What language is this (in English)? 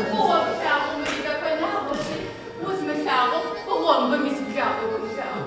Kabardian